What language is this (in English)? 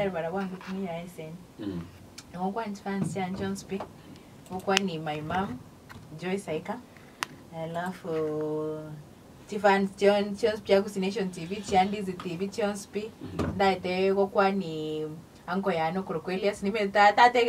Gusii